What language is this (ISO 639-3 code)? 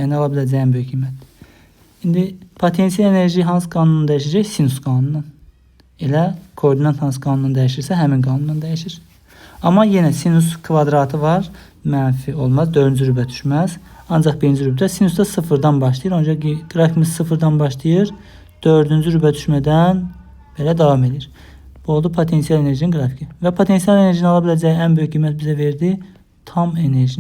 aze